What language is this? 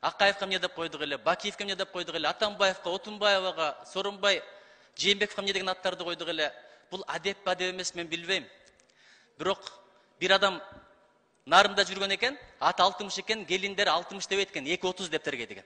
Kyrgyz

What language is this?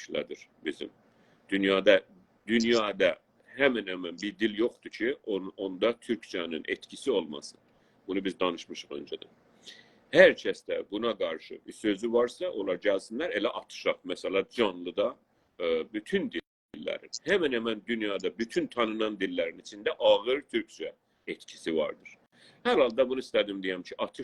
South Azerbaijani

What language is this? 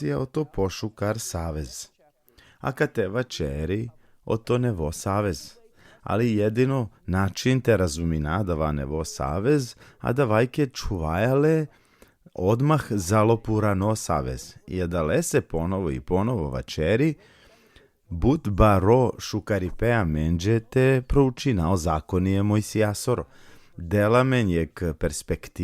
Balkan Romani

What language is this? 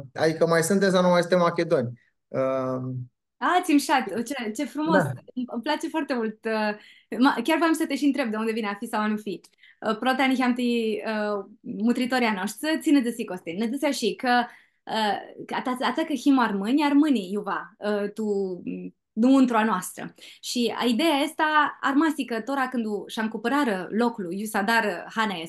Aromanian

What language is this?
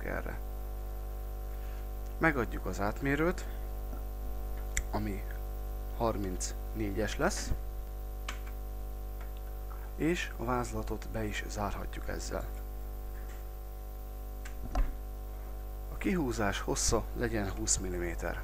Hungarian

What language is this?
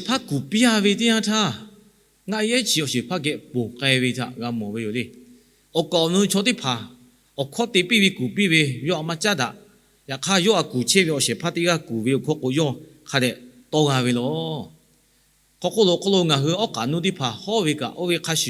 Lahu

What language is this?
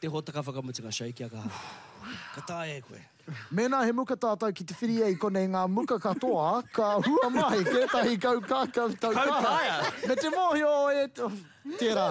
Māori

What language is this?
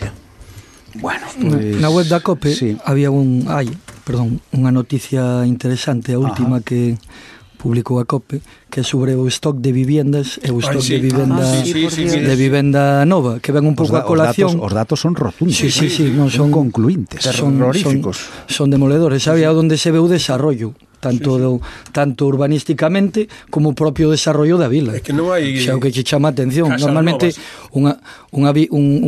Galician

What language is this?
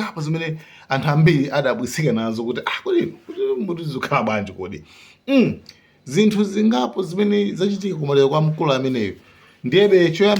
Nyanja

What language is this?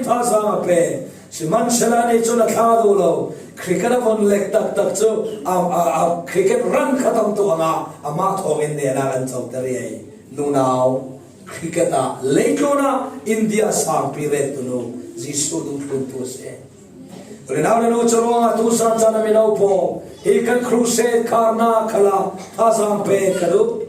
Falam Chin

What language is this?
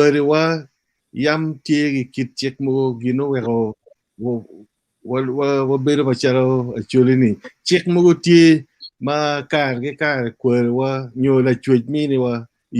Acoli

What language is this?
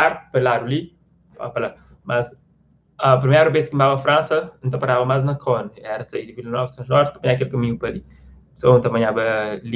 Kabuverdianu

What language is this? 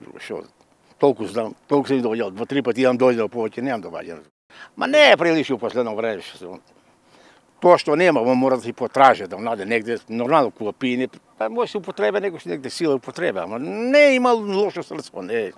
Macedonian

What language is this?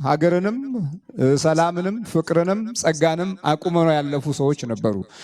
Amharic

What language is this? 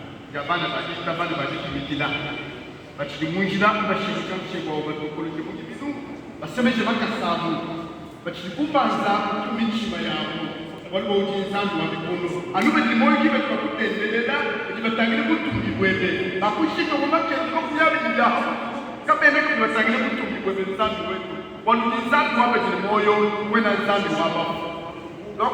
Luba-Lulua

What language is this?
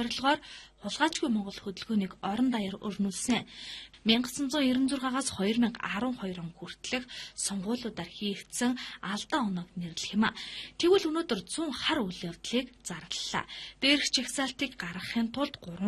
Mongolian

